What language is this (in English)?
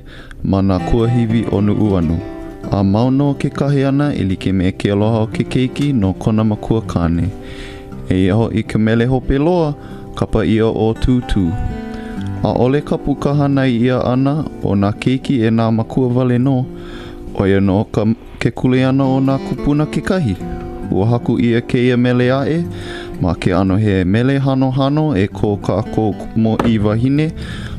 Hawaiian